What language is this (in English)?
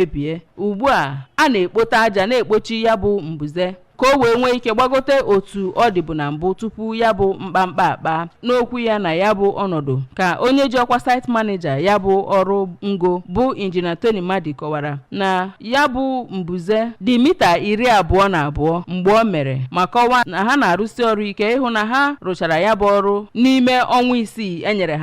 Igbo